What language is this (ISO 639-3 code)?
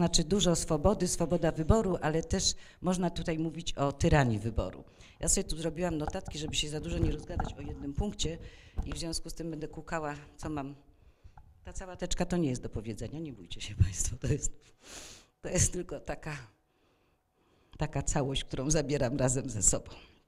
pol